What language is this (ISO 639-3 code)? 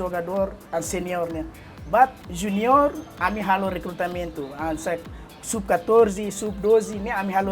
tet